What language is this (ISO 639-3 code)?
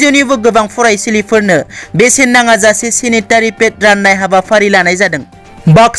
brx